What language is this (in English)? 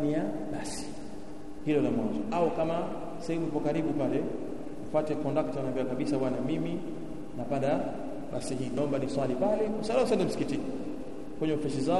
Swahili